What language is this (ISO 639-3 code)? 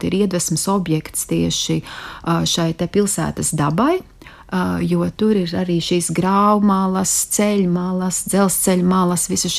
lav